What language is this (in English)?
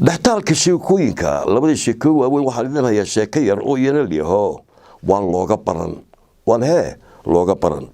Somali